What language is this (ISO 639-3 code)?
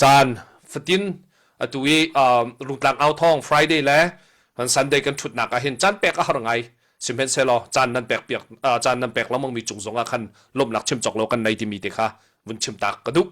cnh